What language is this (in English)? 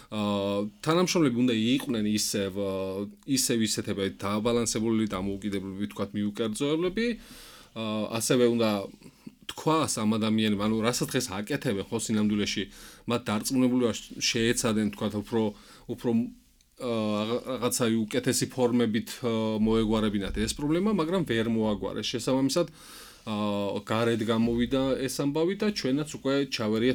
Georgian